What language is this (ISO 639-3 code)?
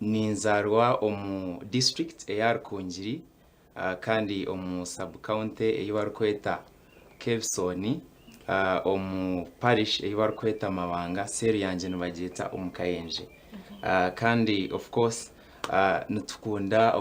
nyn